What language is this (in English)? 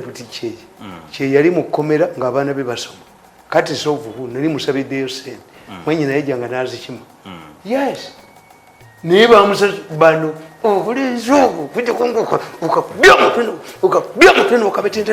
Ganda